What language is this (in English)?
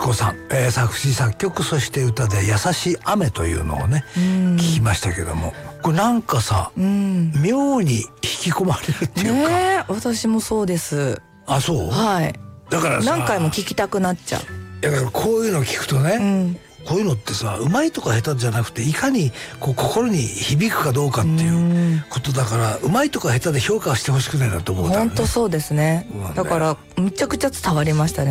Japanese